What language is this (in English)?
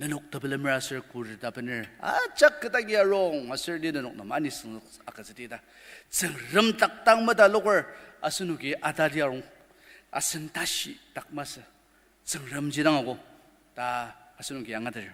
Ao Naga